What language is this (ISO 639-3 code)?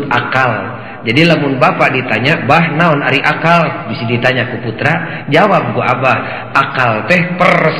sun